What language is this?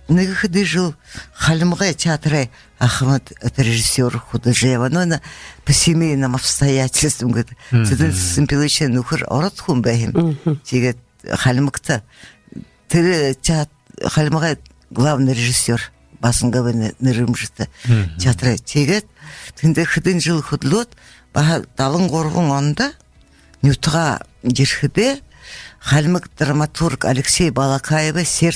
Buriat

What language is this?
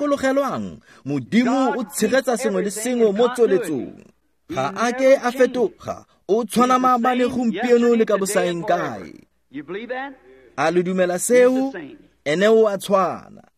Tswana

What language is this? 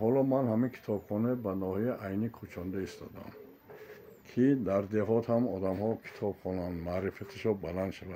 Tajik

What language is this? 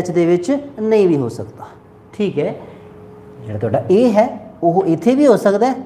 Punjabi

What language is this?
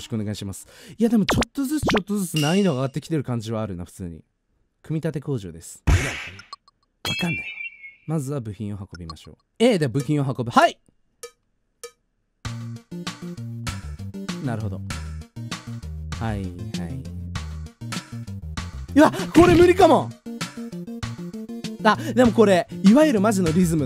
Japanese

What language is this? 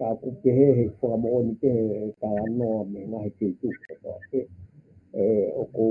Tongan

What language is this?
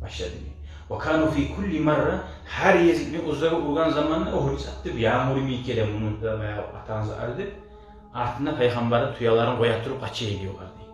Kumyk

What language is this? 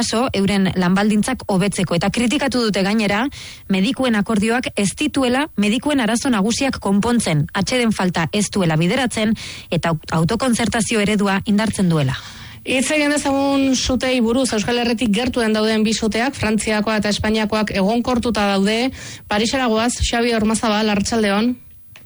Basque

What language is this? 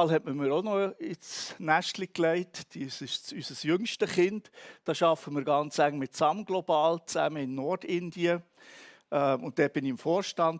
Swiss German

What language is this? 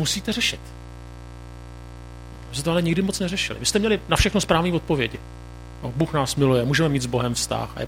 Czech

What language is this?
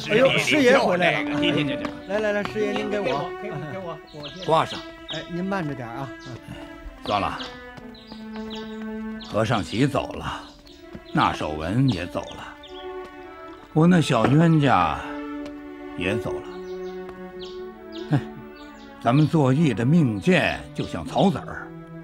Chinese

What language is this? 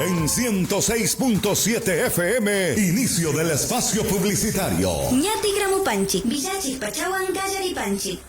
Imbabura Highland Quichua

